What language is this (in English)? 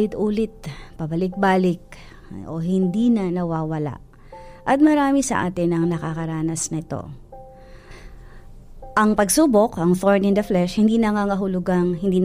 Filipino